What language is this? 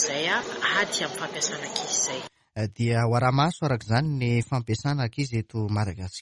Malagasy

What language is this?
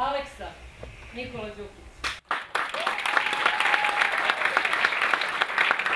Serbian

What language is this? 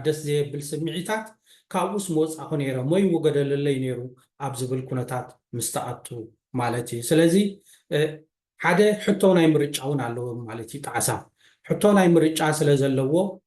Tigrinya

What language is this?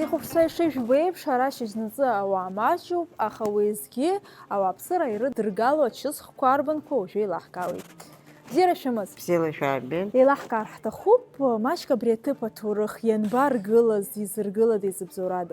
Abkhazian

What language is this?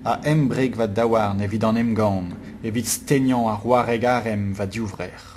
Breton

